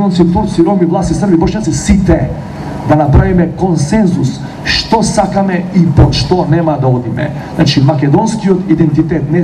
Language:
Macedonian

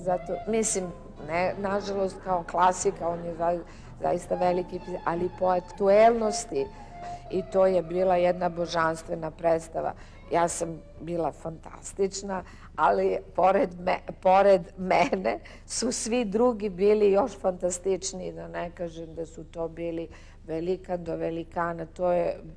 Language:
Serbian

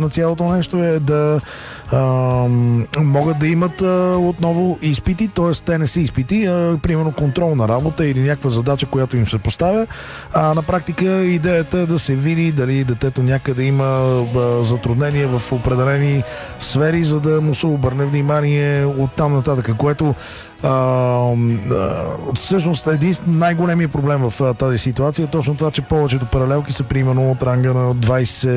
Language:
Bulgarian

